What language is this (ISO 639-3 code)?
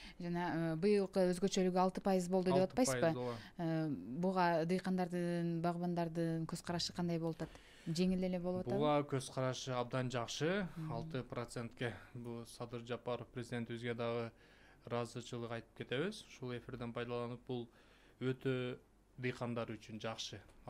kir